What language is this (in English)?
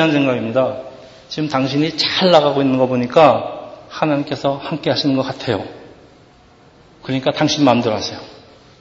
Korean